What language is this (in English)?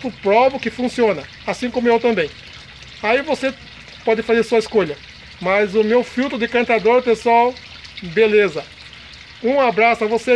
Portuguese